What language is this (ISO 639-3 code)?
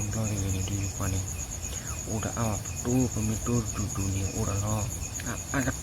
ksw